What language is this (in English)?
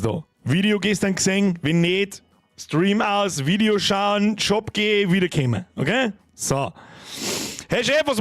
Bavarian